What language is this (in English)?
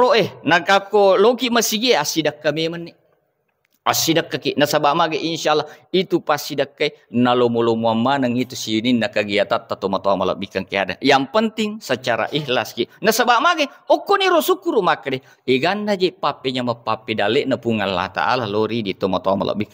Buginese